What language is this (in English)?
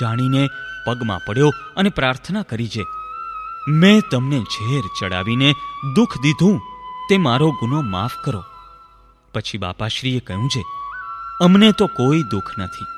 Gujarati